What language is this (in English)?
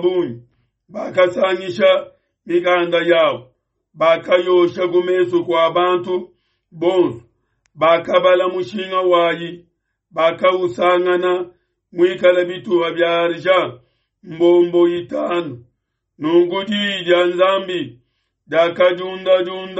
Luba-Lulua